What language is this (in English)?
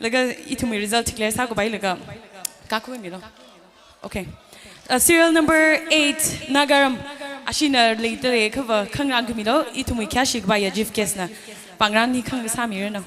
Tangkhul Naga (India)